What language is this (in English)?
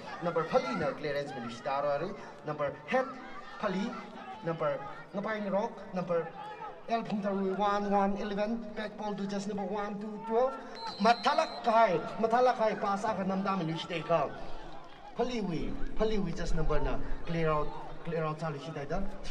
Tangkhul Naga (India)